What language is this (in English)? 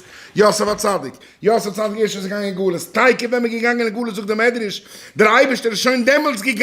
Yiddish